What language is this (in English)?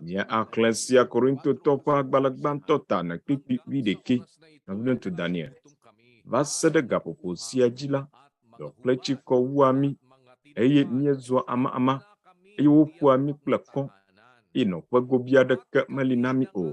Ewe